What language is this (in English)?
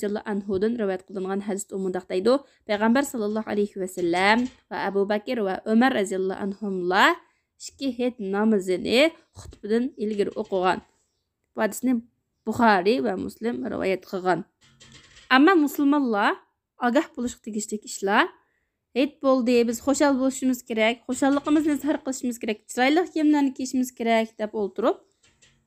Uyghur